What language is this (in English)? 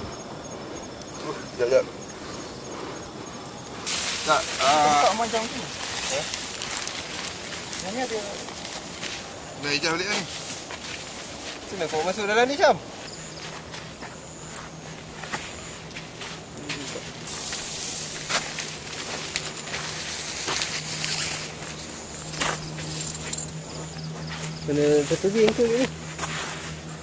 Malay